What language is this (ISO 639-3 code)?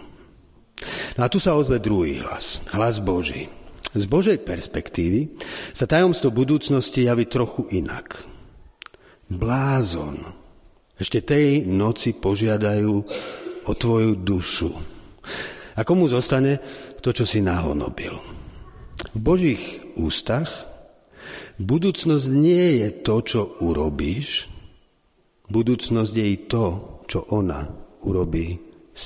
slk